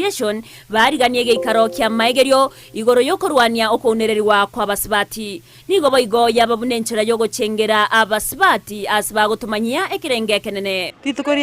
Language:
Gusii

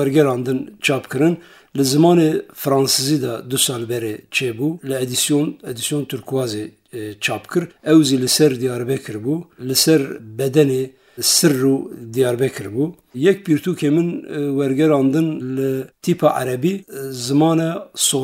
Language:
Kurdish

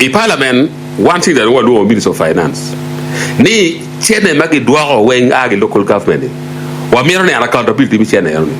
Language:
Acoli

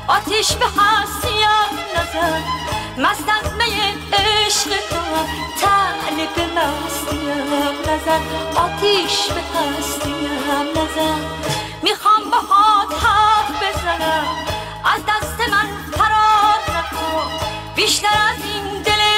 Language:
Persian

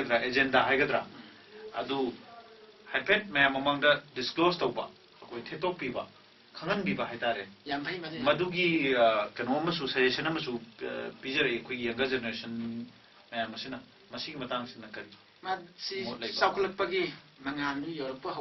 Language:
Manipuri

